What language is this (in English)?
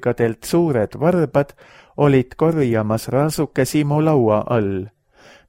Estonian